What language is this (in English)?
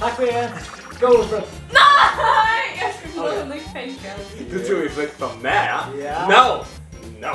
Faroese